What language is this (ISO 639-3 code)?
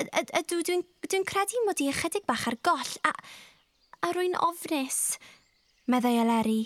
cym